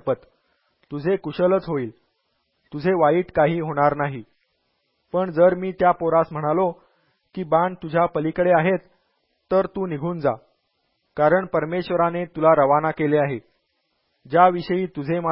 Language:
Marathi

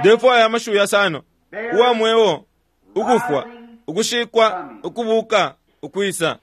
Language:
Bemba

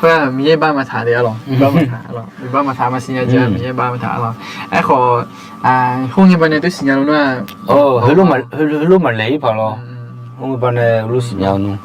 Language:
Akha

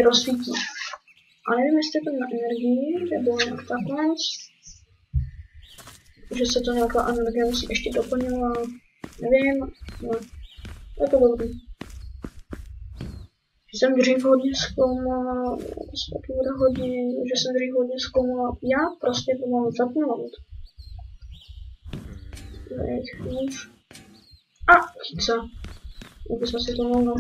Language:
Czech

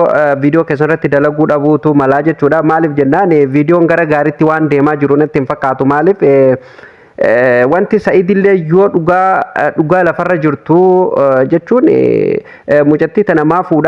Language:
Oromo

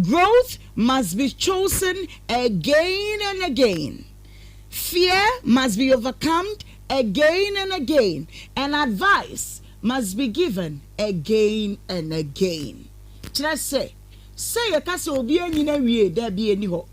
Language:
Akan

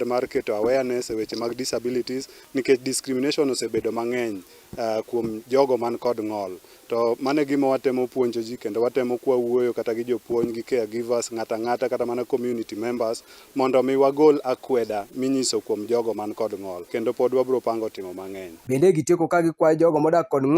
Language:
Luo (Kenya and Tanzania)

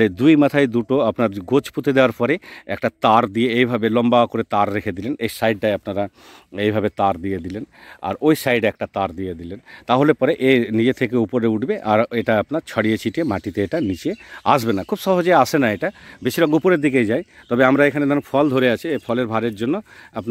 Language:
Bangla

